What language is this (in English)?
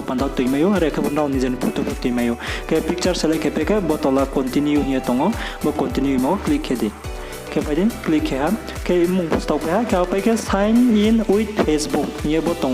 Riang (India)